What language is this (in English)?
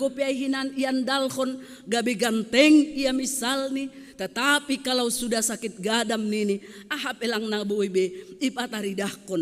Batak Simalungun